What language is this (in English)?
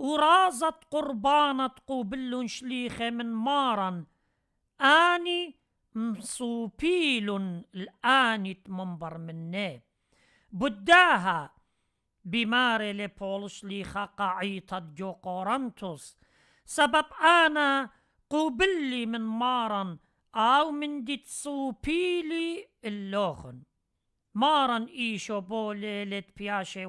Assyrian Neo-Aramaic